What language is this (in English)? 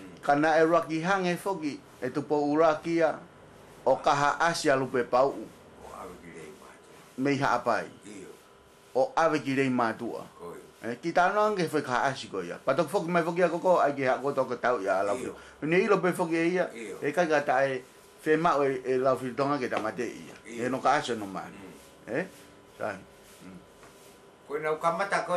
Tongan